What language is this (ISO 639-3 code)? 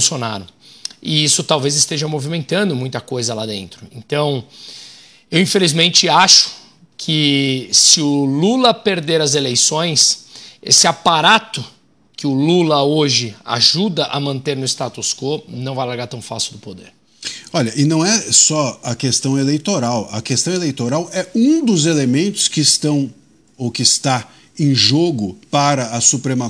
por